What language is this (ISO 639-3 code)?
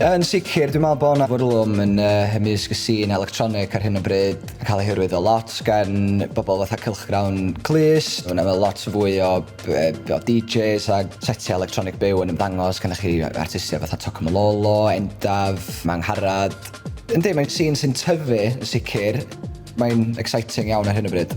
cym